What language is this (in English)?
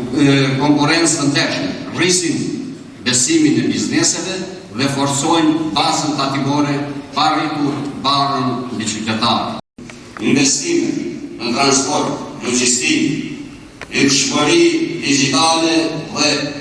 Albanian